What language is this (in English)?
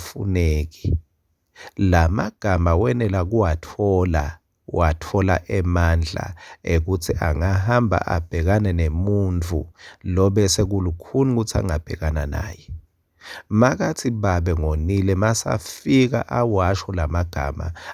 Swati